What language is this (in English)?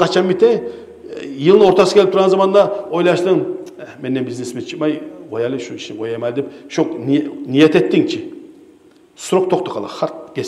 Kumyk